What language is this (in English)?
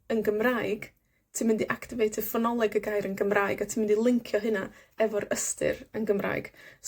Welsh